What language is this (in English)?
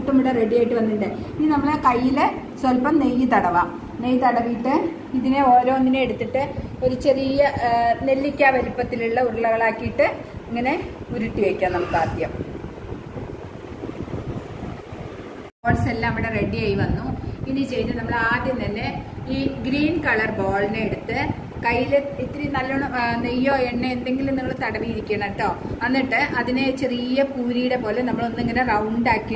Malayalam